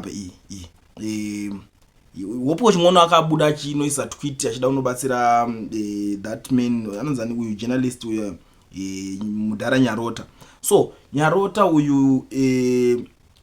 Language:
Shona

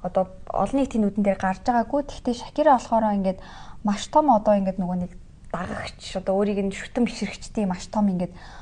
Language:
Mongolian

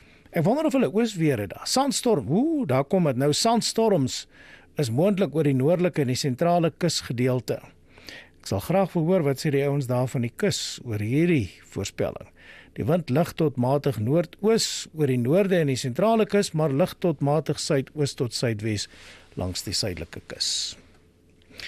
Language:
Afrikaans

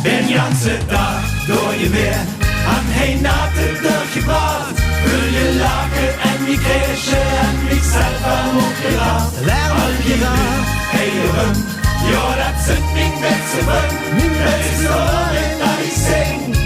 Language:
Limburgish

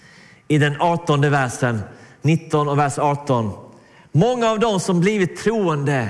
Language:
Swedish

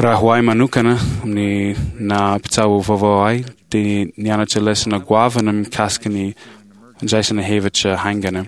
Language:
Malagasy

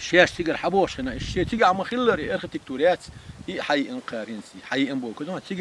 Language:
Chechen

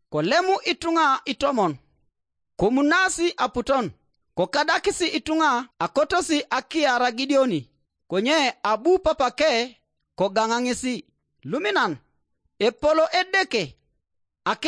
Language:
Teso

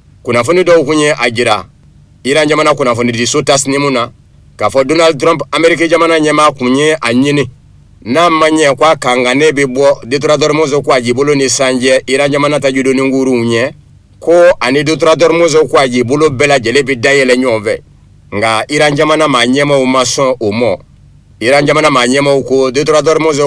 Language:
Bambara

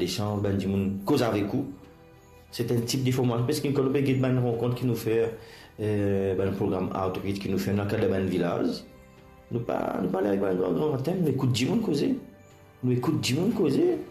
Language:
Morisyen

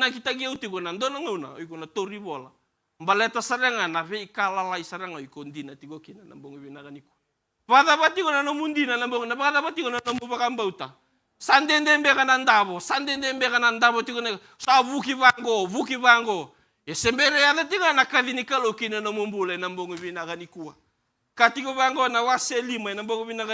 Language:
Fijian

